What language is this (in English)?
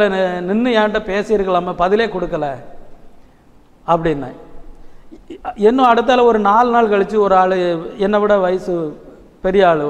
Tamil